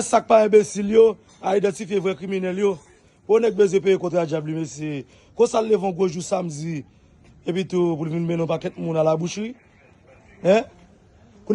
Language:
Haitian Creole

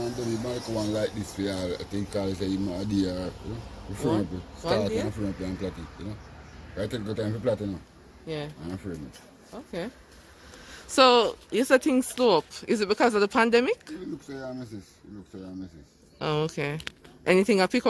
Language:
Jamaican Creole English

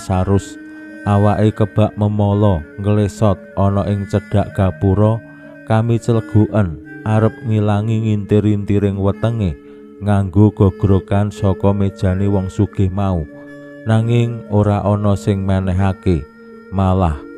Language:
Javanese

